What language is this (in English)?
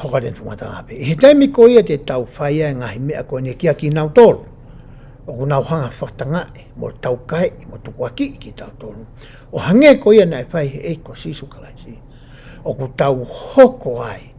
Tongan